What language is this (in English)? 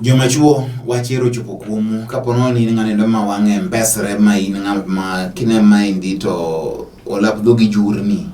Luo (Kenya and Tanzania)